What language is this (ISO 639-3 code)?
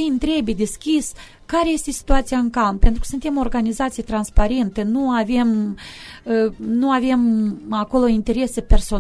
ron